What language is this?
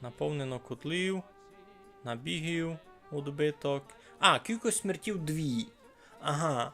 Rusyn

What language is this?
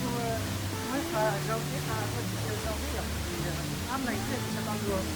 Hmong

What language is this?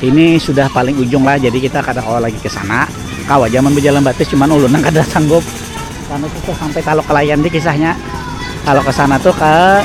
Banjar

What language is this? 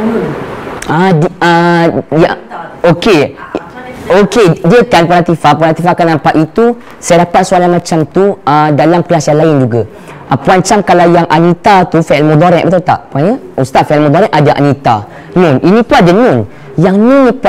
Malay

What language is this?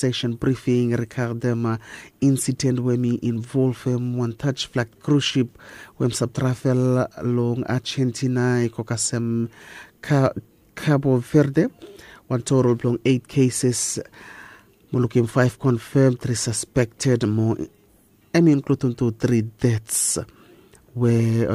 Bislama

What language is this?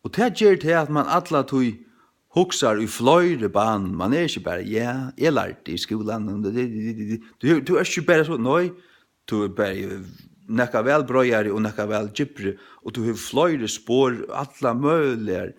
Faroese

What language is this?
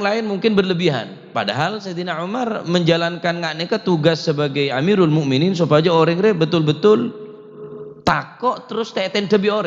Madurese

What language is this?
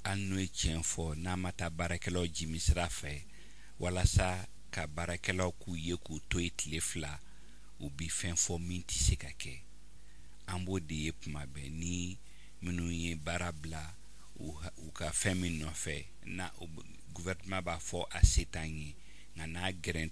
Bambara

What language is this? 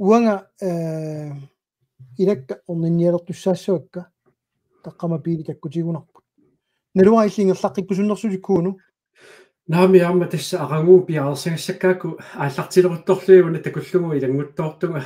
Kalaallisut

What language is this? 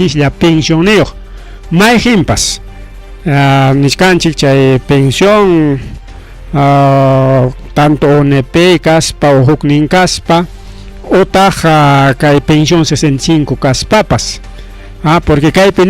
Ayacucho Quechua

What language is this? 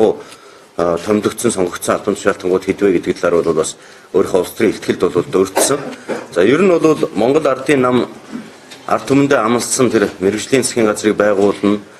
Mongolian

